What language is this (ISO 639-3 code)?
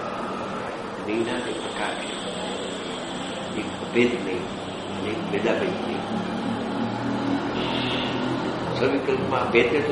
guj